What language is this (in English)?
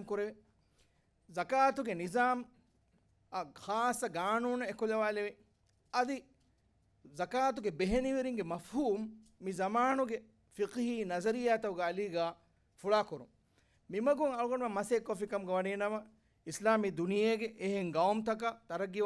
Divehi